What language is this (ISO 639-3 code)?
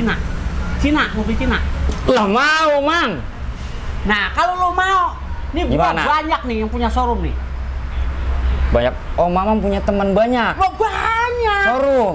bew